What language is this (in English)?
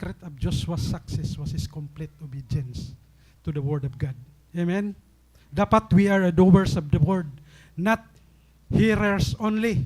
Waray